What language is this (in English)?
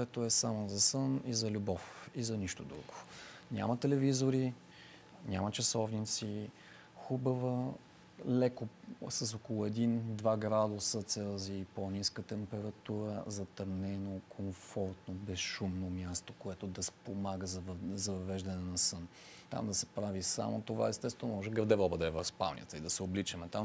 Bulgarian